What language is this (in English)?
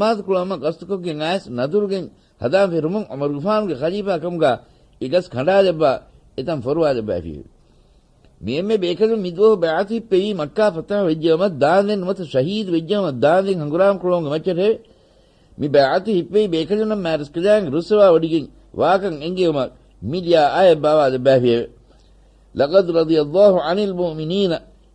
Divehi